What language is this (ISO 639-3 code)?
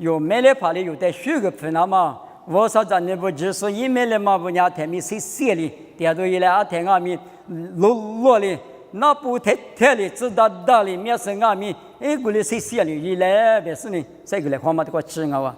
lis